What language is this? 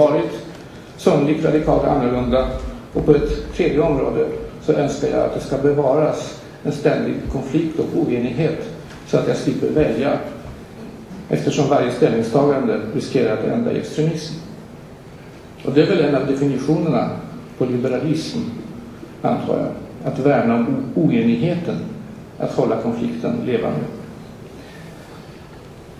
Swedish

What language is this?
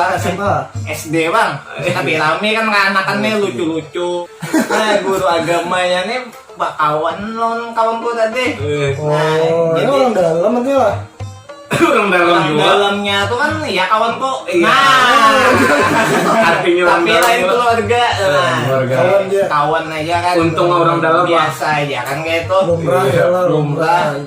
Banjar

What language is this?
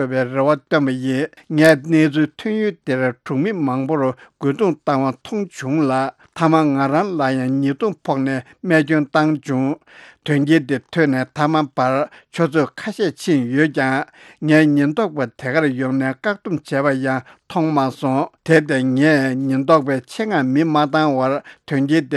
Tibetan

